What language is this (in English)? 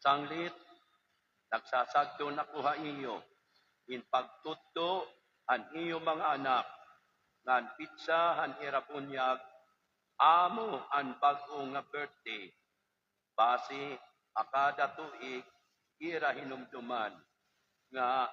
Waray